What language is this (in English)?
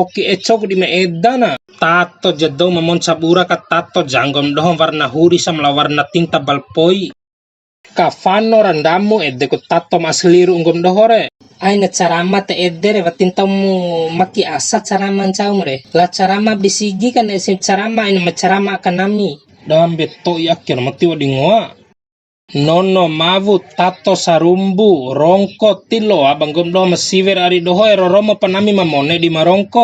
Bima